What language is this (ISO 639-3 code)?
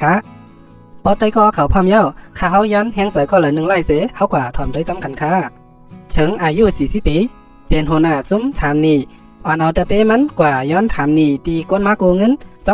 shn